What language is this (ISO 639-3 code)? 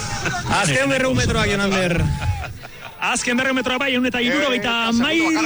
eus